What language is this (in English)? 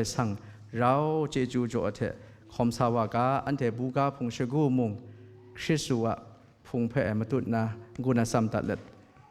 Kachin